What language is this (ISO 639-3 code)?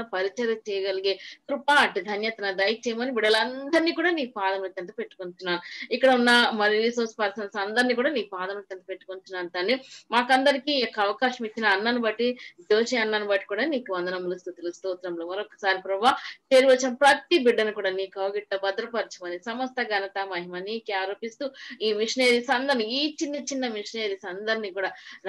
tel